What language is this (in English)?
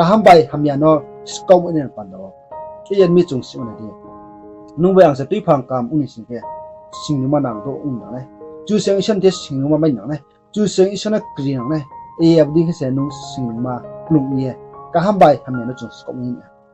Riang (India)